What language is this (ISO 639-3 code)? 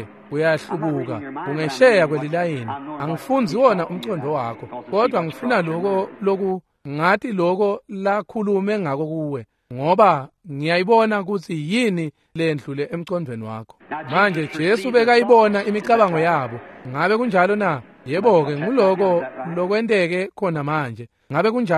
ssw